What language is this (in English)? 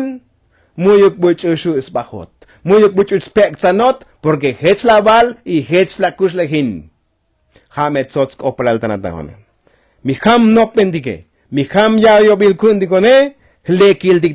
Tzotzil